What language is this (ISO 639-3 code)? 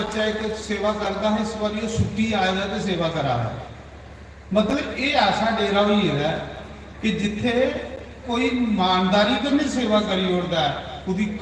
doi